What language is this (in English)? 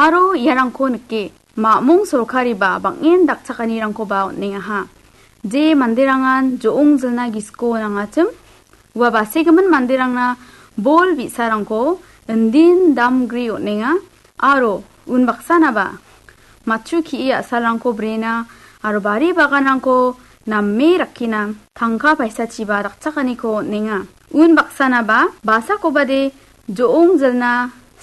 Garo